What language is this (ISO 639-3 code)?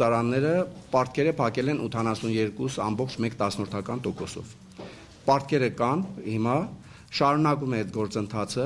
hye